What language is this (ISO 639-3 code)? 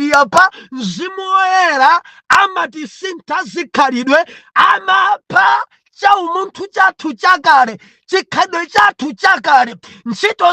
nya